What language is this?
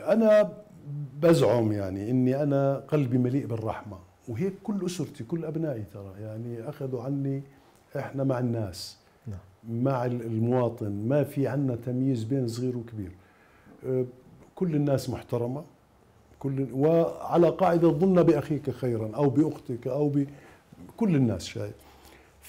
Mesopotamian Arabic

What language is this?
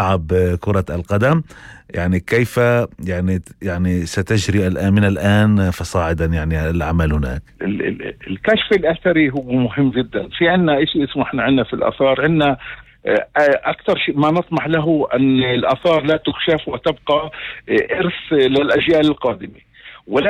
North Levantine Arabic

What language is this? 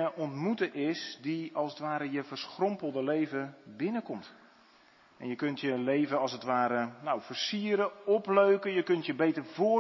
Dutch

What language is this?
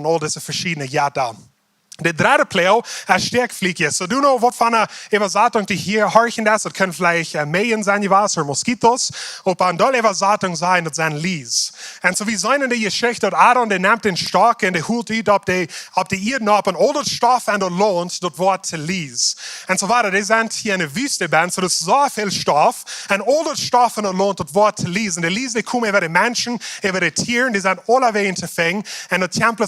Plautdietsch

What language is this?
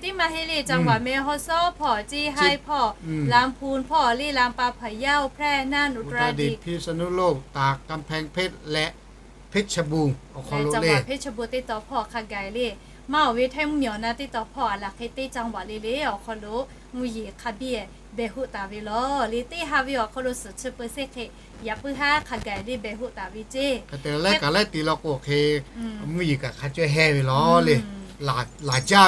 Lahu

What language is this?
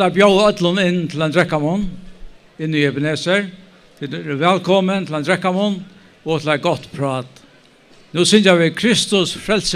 Faroese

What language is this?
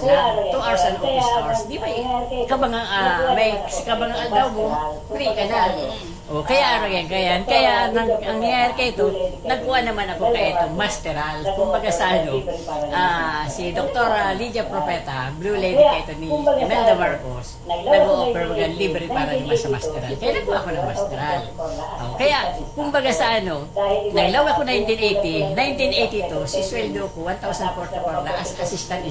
Bikol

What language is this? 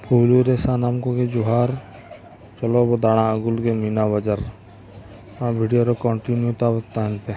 Santali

